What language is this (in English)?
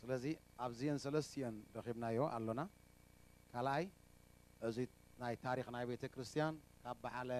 Tigrinya